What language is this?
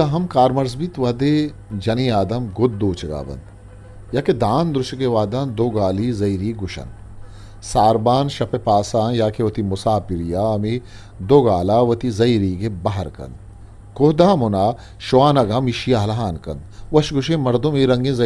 Eastern Balochi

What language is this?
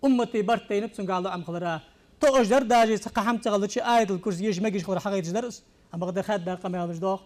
Ingush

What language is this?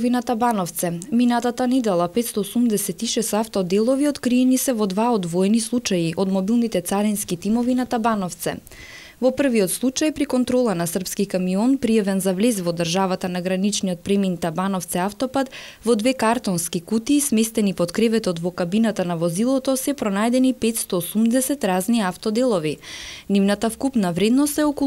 Macedonian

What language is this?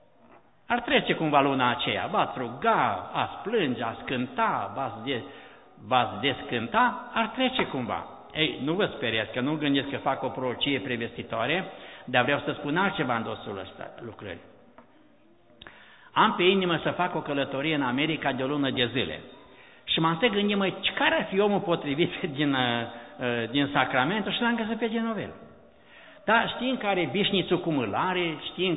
Romanian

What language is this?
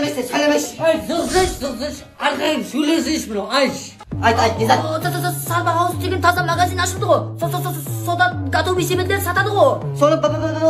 Kara-Kalpak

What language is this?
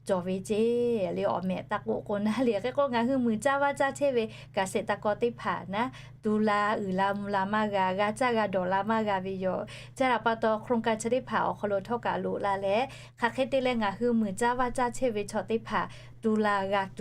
Lahu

